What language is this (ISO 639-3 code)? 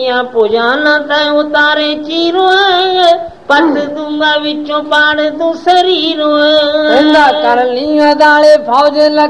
pan